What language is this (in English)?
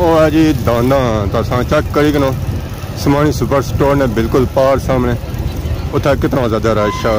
Pahari-Potwari